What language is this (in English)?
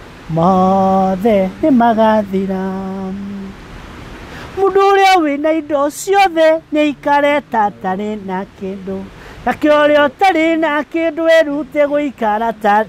Kikuyu